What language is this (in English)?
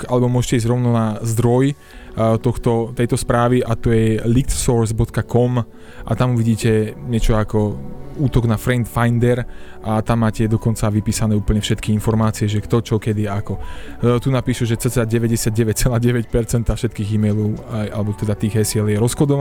Slovak